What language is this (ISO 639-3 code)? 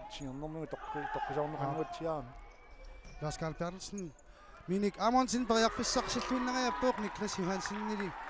kal